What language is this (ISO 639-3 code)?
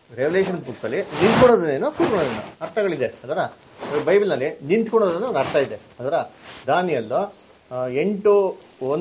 kan